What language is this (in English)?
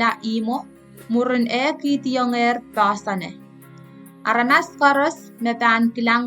Pohnpeian